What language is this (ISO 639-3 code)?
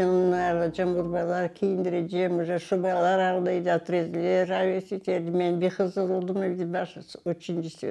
crh